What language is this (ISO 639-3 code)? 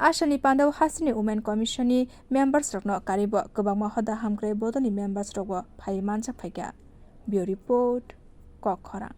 trp